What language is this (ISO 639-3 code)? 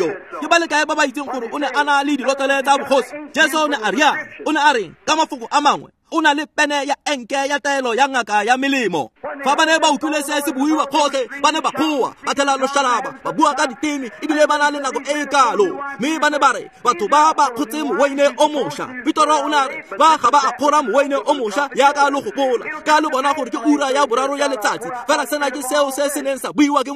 tsn